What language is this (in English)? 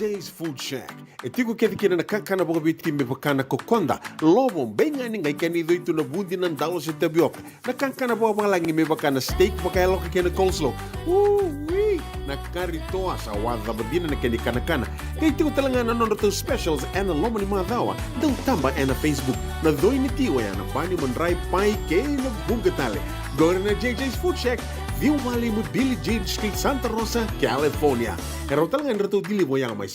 Fijian